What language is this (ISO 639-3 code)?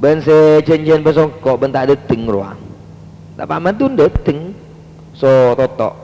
mad